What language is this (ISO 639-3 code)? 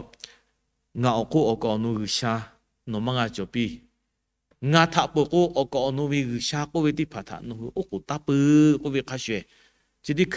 lhu